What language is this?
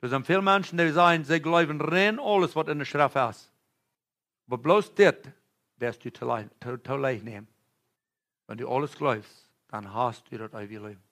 Plautdietsch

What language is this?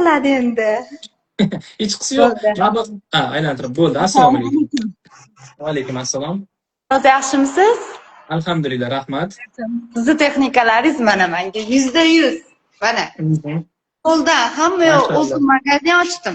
Uzbek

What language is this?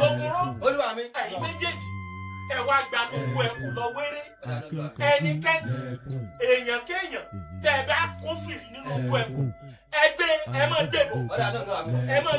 Yoruba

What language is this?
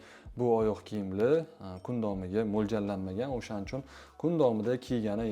Uzbek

